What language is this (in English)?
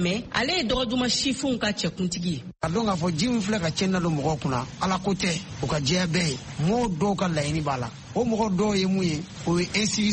Bambara